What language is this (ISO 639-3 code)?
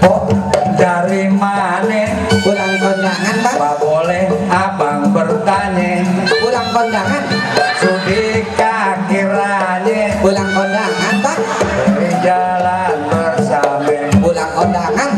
bew